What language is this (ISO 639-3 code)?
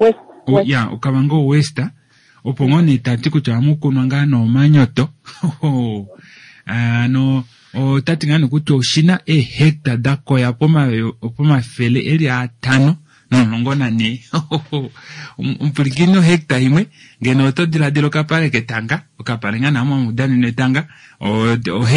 kua